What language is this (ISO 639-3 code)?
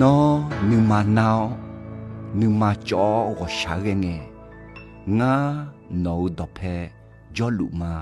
ahk